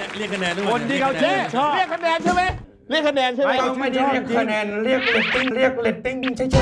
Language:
Thai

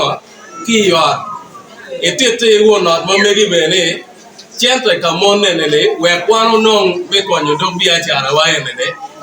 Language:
Acoli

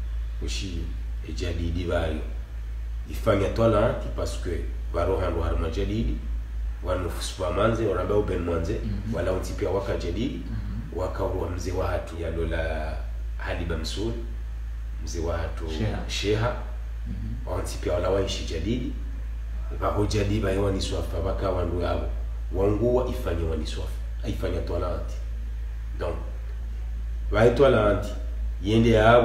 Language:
Swahili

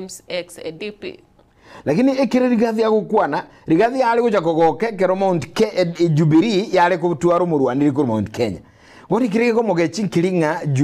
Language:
Gusii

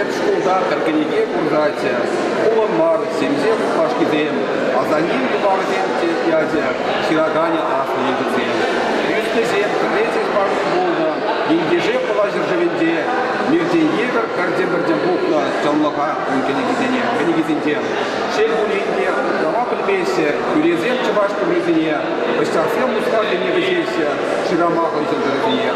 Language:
Chuvash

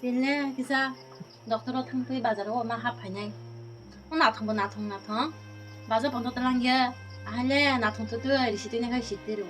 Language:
Kok Borok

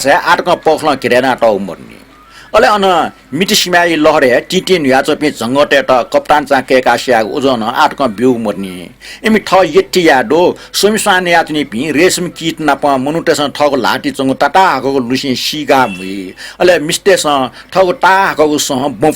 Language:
Newari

